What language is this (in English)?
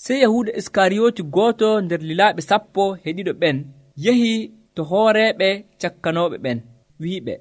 Nigerian Fulfulde